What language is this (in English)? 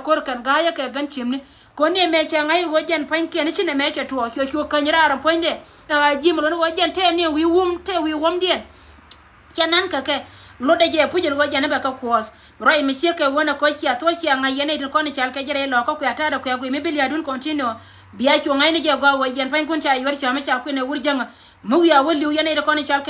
Nuer